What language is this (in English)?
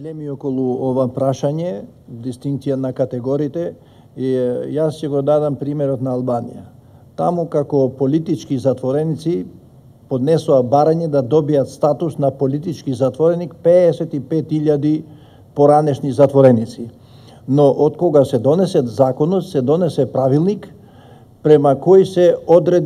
Macedonian